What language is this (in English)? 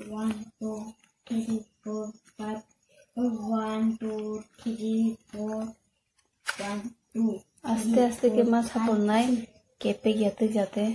Kok Borok